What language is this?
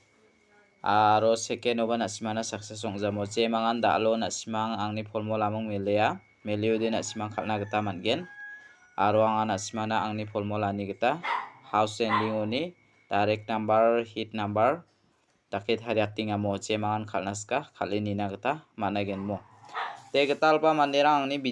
Garo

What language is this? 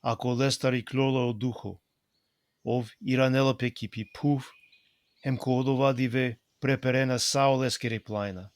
Balkan Romani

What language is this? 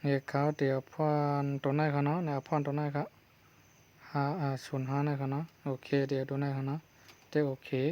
Shan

